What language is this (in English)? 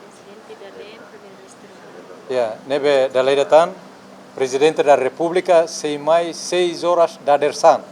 Tetum